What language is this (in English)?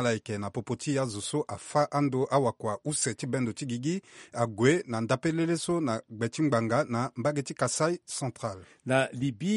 Sango